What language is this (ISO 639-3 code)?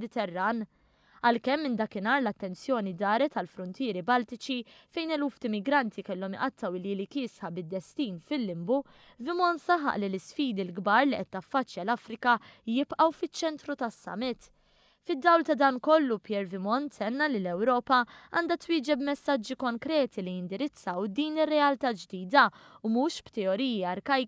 mlt